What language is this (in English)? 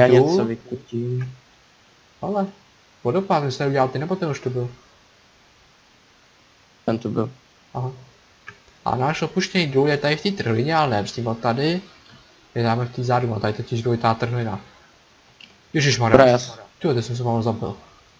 Czech